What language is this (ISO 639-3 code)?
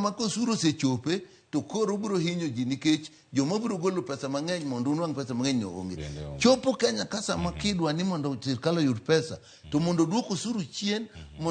luo